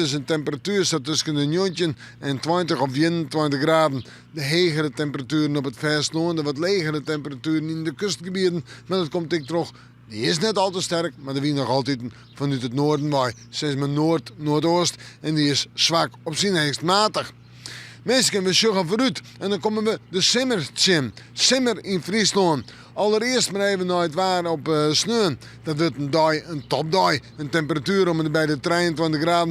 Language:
Western Frisian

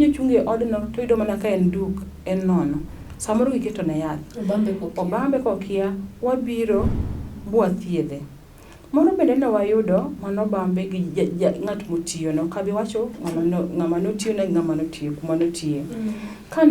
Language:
Luo (Kenya and Tanzania)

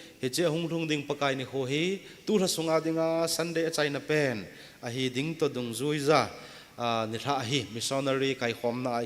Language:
Thado Chin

